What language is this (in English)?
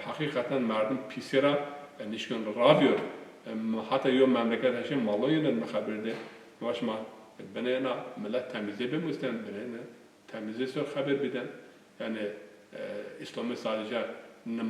Zaza